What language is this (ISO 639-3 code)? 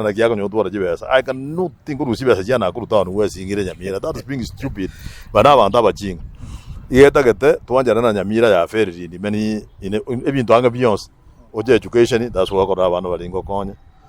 guz